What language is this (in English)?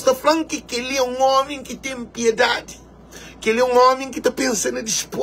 Kabuverdianu